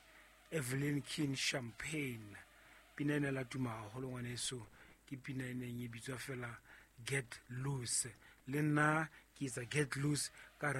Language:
Southern Sotho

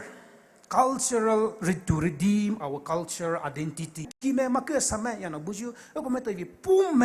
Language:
Poumei Naga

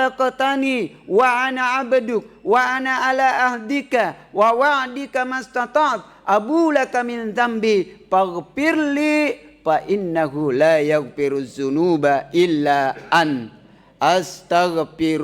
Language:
Buginese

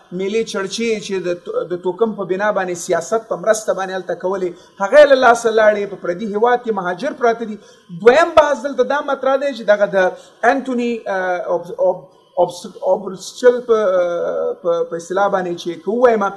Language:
Pashto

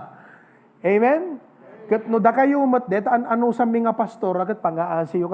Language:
Iloko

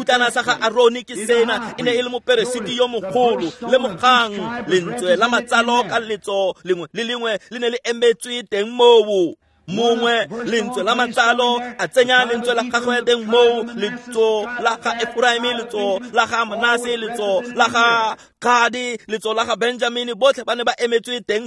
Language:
Tswana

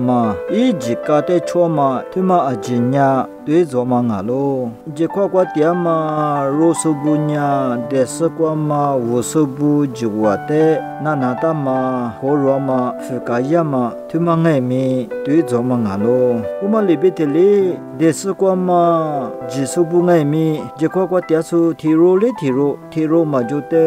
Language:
Lisu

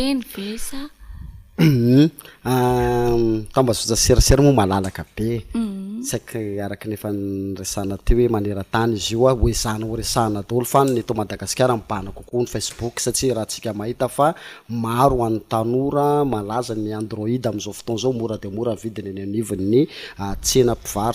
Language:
Malagasy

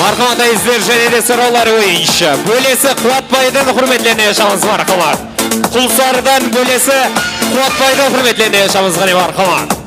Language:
Kara-Kalpak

